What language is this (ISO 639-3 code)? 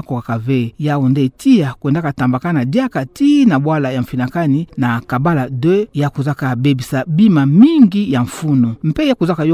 ktu